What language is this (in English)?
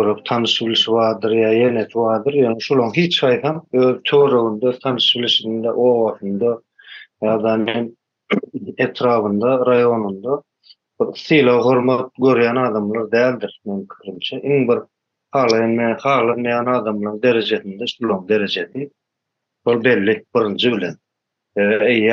Turkmen